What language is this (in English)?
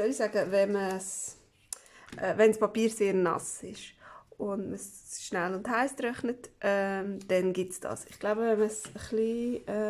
Swiss German